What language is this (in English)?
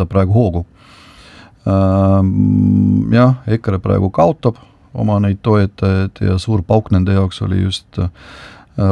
Estonian